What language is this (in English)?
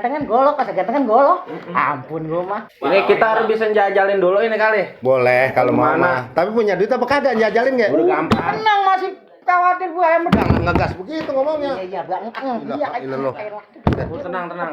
Betawi